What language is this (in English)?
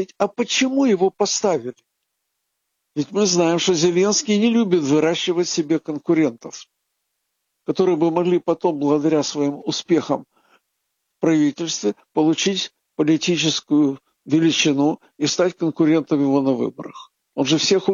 Russian